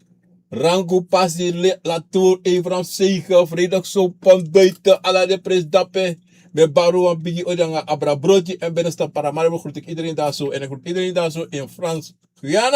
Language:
Sranan Tongo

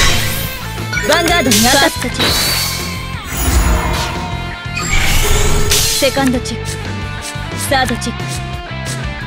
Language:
Japanese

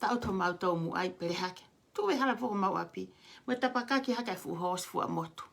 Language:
Tongan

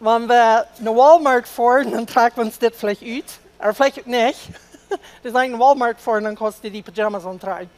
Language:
Plautdietsch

